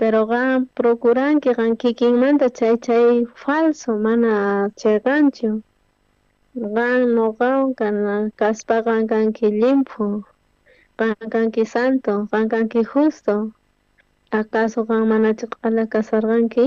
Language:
South Bolivian Quechua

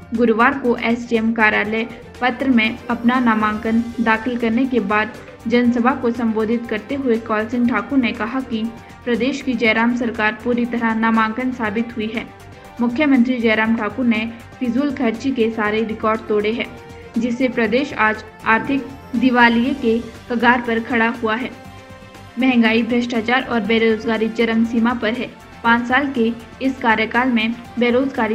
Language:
Hindi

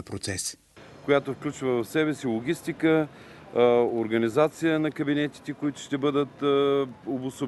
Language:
Bulgarian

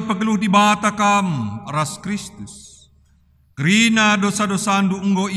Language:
Batak Karo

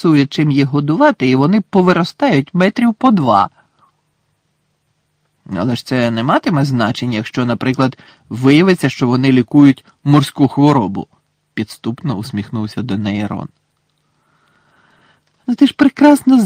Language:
Ukrainian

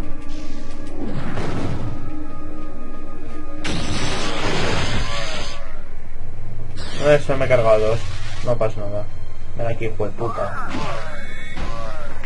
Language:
Spanish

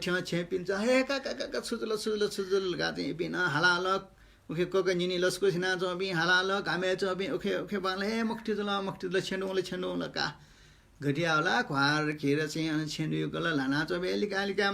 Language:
Newari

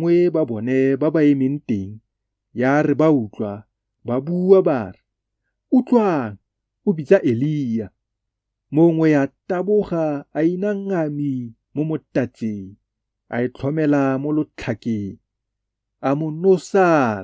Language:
Tswana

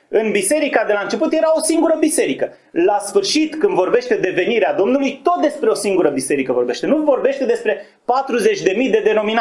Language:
Romanian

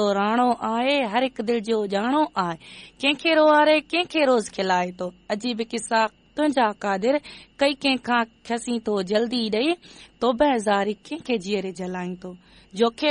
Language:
Sindhi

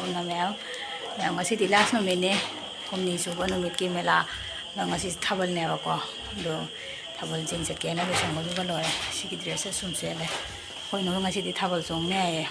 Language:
Manipuri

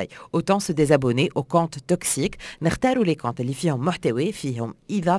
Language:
Tunisian Arabic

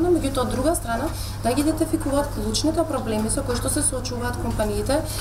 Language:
Macedonian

